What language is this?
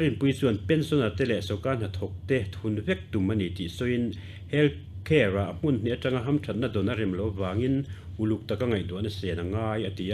Mizo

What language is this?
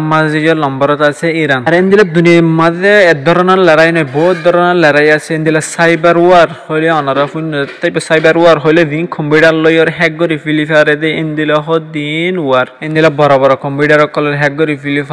Rohingya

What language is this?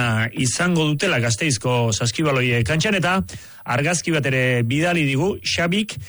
Basque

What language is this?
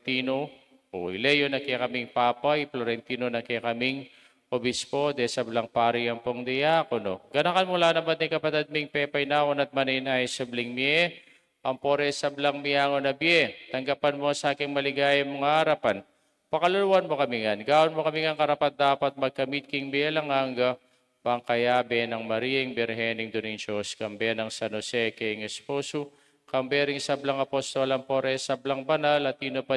Pampanga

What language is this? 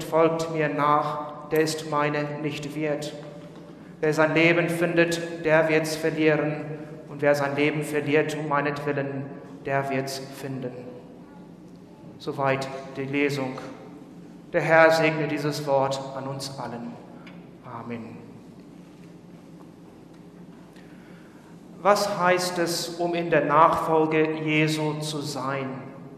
German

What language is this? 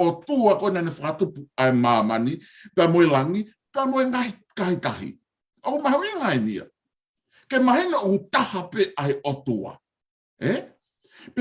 Tongan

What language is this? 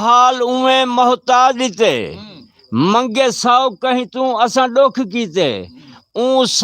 Saraiki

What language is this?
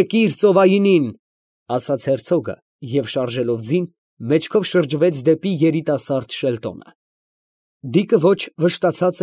Armenian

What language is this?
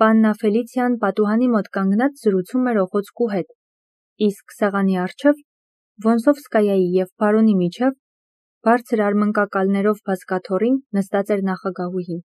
Armenian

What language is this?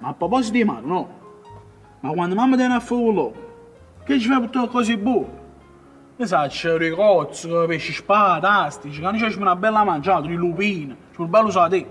Neapolitan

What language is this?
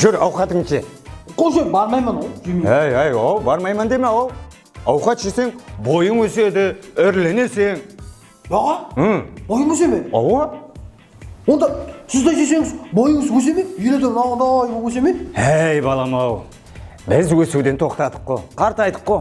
Kara-Kalpak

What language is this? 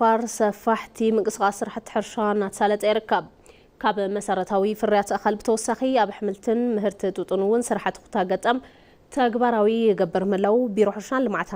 Tigrinya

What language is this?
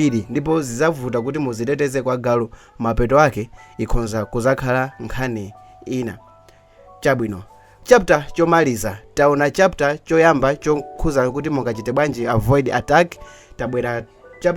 Nyanja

